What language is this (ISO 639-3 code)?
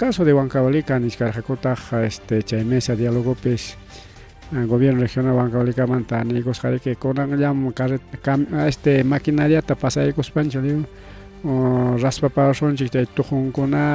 quy